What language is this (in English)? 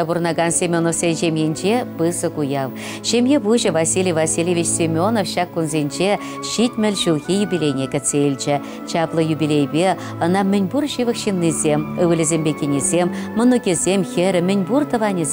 Chuvash